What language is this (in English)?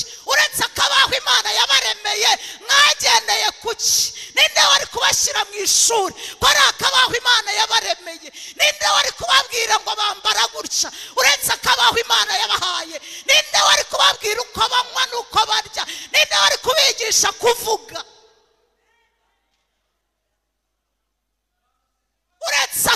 Kinyarwanda